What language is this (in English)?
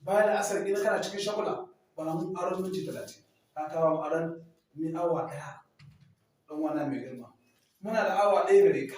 Hausa